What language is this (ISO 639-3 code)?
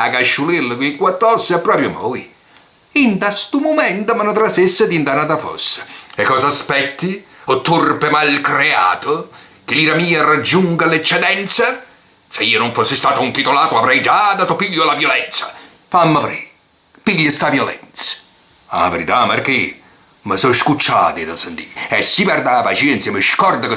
nap